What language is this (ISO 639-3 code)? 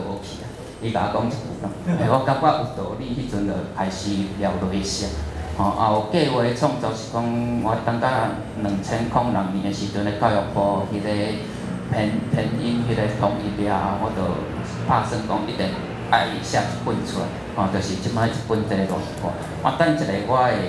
nan